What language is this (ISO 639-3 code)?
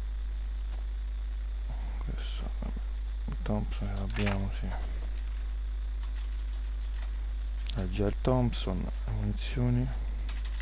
ita